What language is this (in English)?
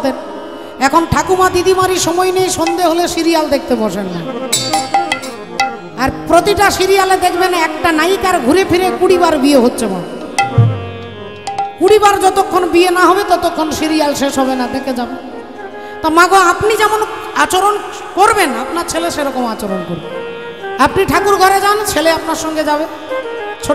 Bangla